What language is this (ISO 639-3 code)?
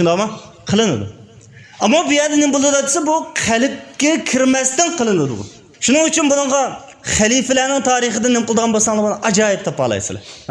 uig